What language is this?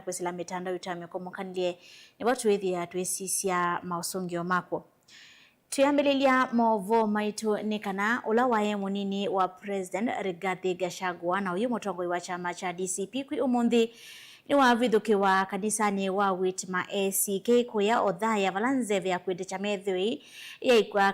Kamba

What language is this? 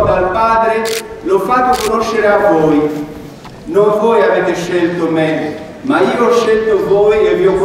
Italian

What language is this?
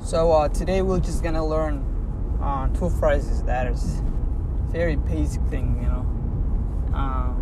English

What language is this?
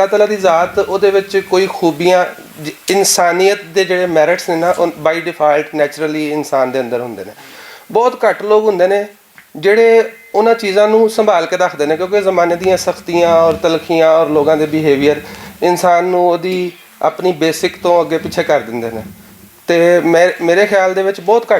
Western Panjabi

